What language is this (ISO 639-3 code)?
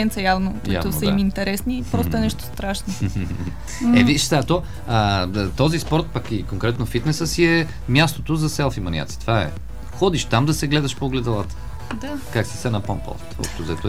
bul